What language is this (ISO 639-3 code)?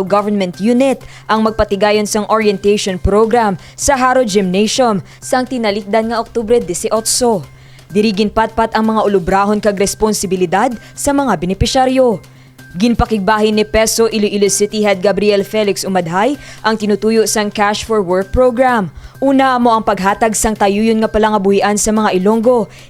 hil